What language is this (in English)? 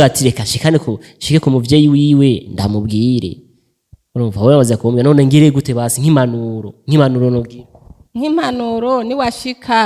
Rundi